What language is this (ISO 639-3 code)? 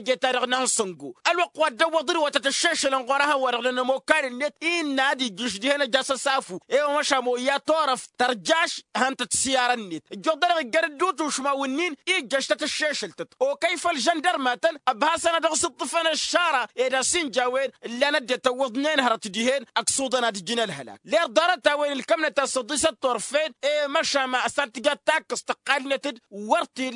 taq